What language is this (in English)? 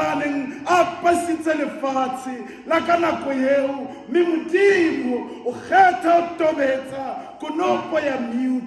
Southern Sotho